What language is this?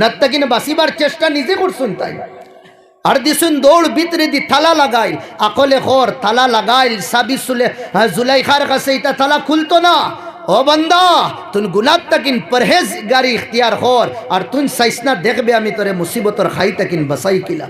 Sylheti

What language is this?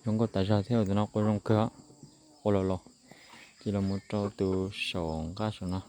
Hmong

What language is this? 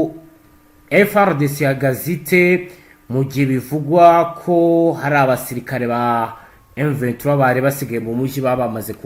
Kinyarwanda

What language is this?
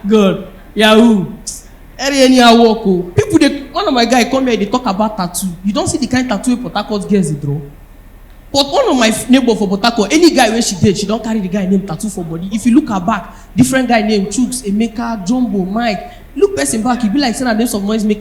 Nigerian Pidgin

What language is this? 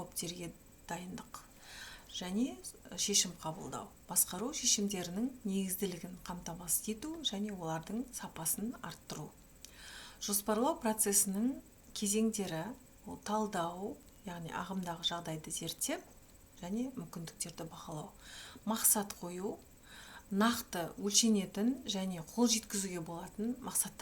Kazakh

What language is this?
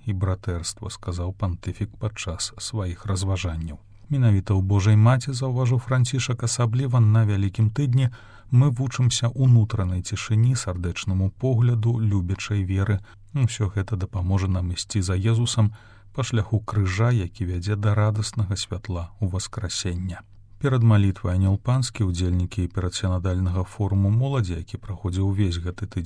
Belarusian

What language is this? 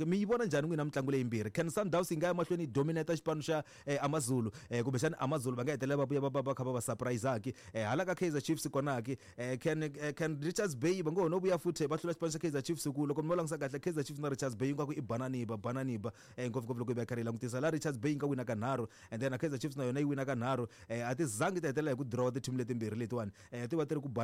Tsonga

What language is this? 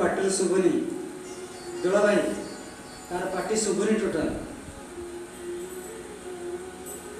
Odia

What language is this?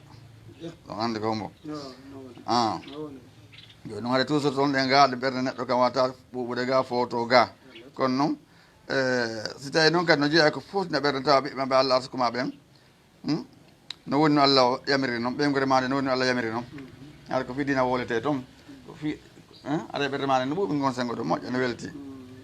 Fula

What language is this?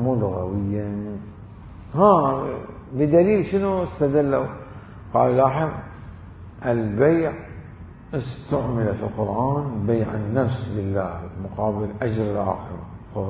Mesopotamian Arabic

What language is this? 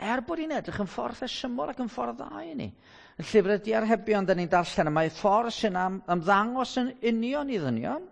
Welsh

